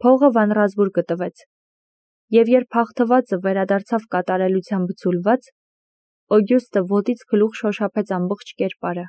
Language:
Armenian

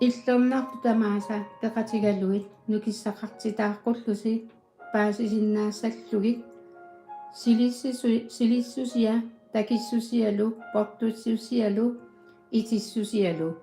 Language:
Kalaallisut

